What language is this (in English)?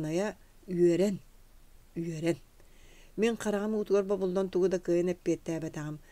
Yakut